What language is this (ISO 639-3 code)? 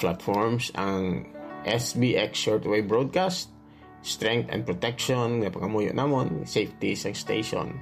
hil